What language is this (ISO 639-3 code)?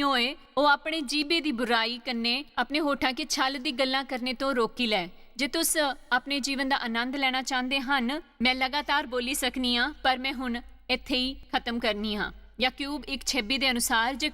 doi